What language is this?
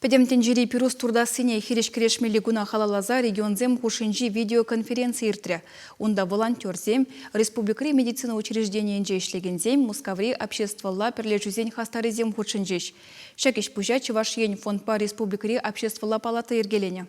Chuvash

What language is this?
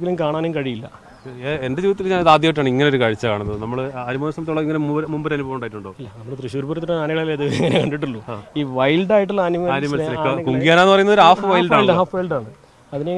Malayalam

